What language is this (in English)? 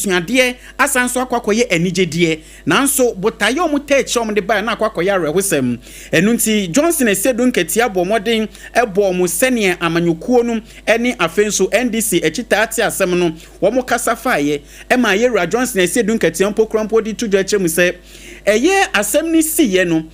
Akan